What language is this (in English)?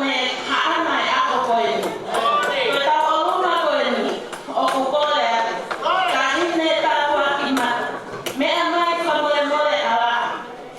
Tongan